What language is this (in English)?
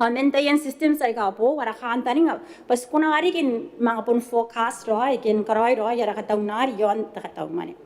Gilbertese